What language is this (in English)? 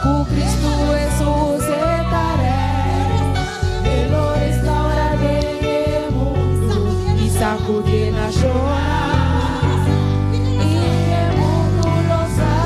Papiamento